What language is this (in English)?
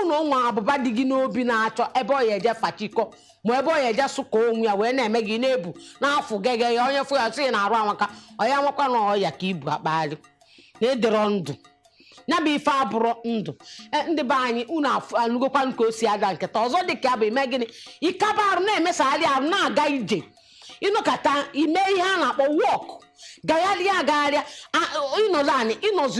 Igbo